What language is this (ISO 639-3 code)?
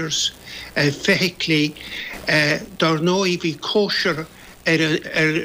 gle